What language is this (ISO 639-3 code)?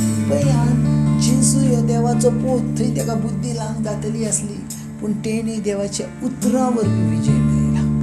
kok